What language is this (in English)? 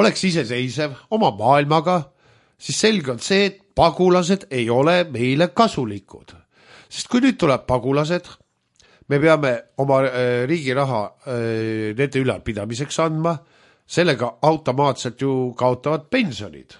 Estonian